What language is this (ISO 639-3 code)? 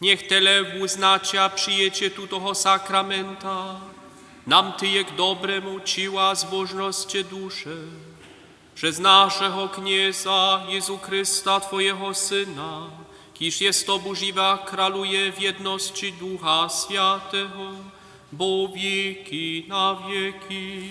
hsb